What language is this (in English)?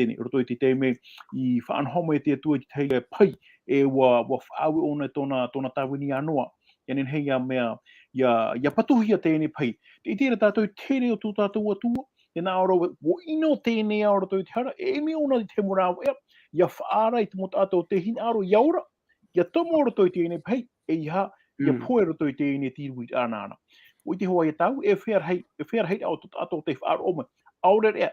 Tahitian